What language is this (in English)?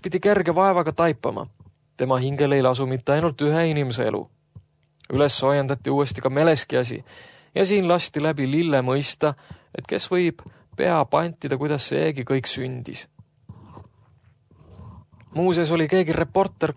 Estonian